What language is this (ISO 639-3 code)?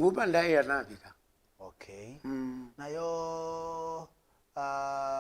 kam